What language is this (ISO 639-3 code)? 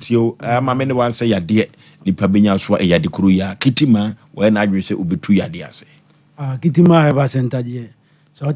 aka